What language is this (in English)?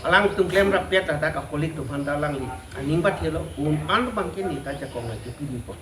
Karbi